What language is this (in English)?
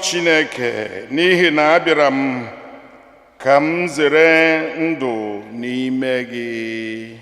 Igbo